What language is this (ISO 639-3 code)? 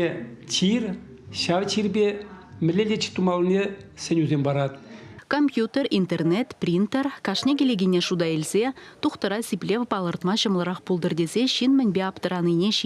chv